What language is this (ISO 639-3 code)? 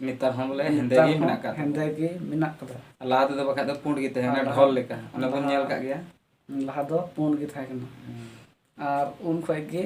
sat